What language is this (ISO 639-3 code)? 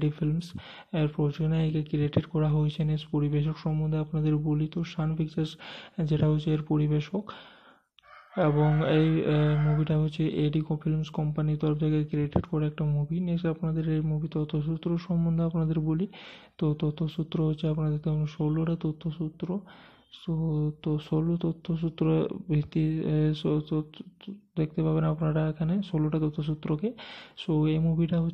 ben